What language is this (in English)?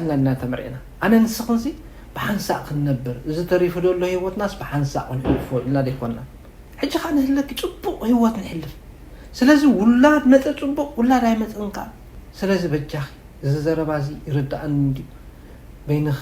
Tigrinya